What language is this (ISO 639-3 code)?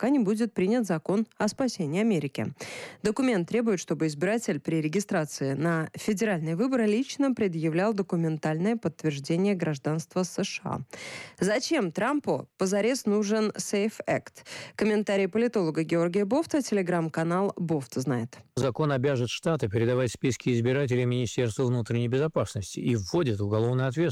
rus